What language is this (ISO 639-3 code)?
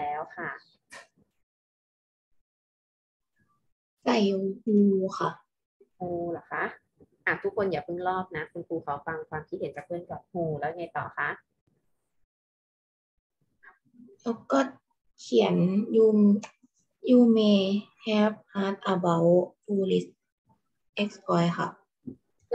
tha